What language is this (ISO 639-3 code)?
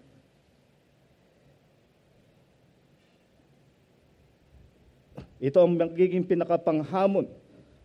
fil